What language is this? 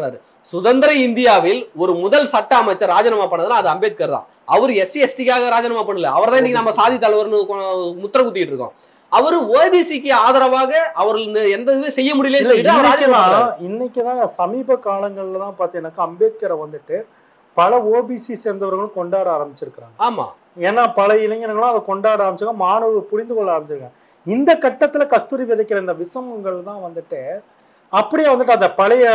Tamil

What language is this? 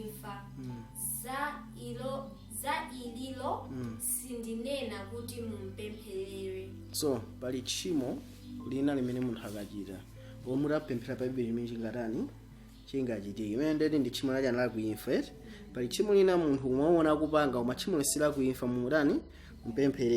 Nyanja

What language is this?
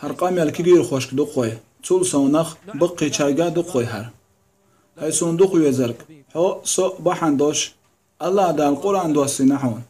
Chechen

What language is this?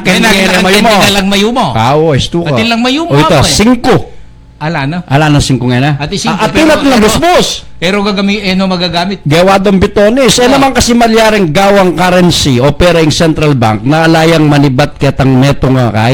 Pampanga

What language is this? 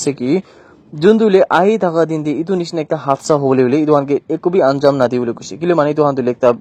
Naga Pidgin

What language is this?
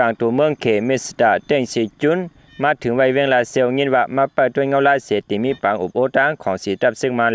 Shan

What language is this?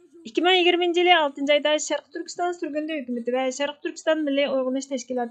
Uyghur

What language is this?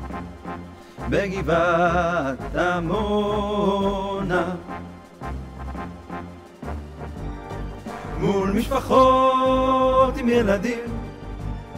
Hebrew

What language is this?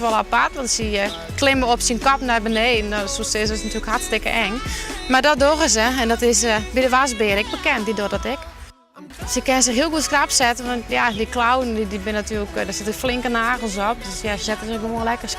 Western Frisian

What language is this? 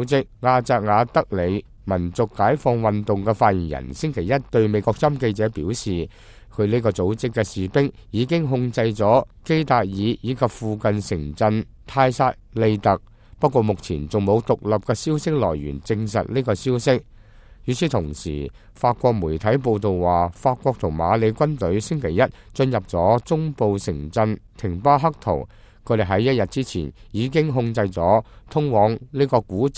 Cantonese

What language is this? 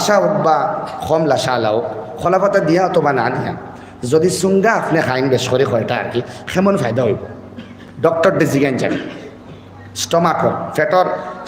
Sylheti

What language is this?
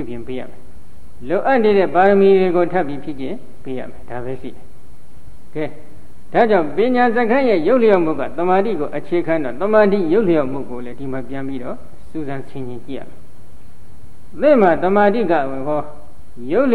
Burmese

